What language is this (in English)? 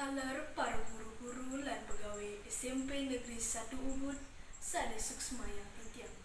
Balinese